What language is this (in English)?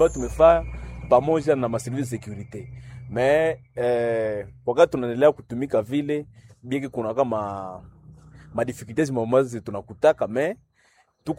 Swahili